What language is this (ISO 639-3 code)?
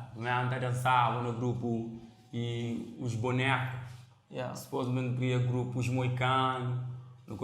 kea